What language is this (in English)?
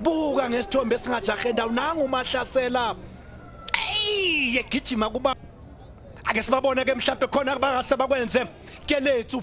Zulu